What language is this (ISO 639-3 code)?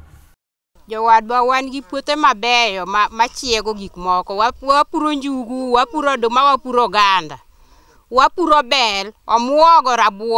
luo